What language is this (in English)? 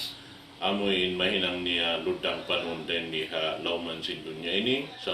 Tausug